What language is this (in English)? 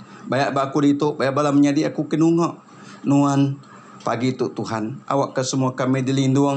Iban